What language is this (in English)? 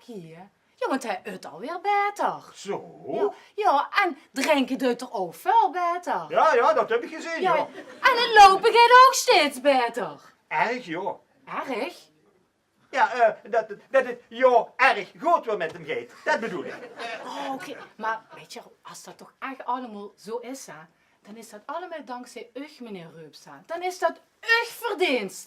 Limburgish